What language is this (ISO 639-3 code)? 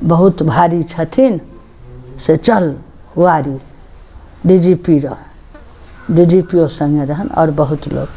mai